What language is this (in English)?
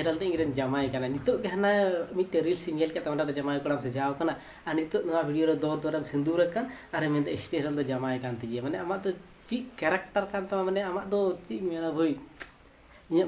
Santali